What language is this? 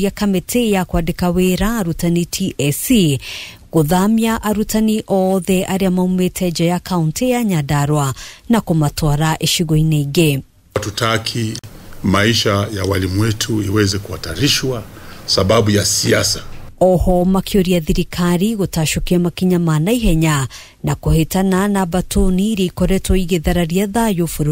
Kikuyu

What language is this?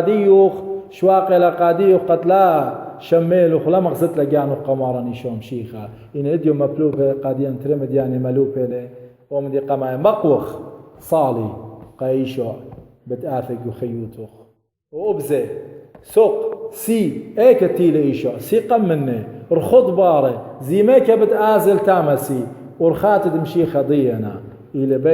Assyrian Neo-Aramaic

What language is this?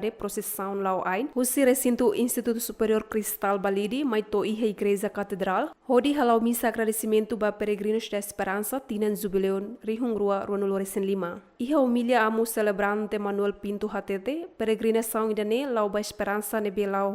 Tetum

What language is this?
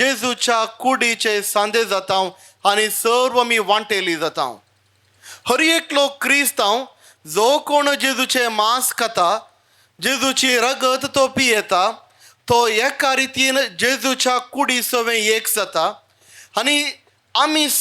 Konkani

